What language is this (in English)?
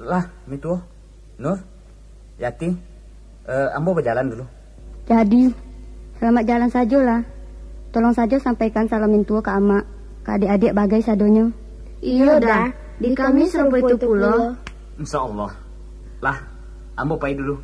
Minangkabau